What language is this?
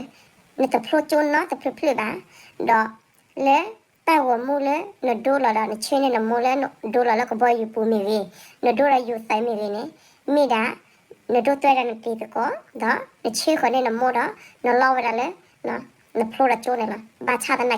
S'gaw Karen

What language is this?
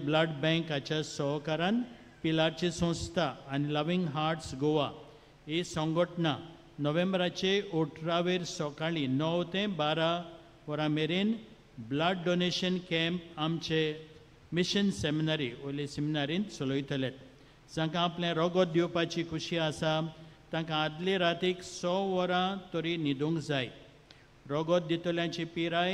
Konkani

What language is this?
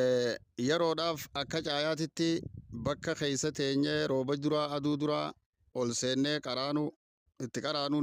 Oromo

